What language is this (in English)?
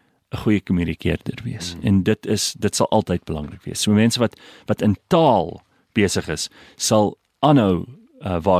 Afrikaans